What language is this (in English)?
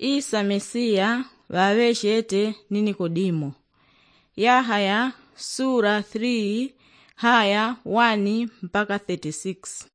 Yao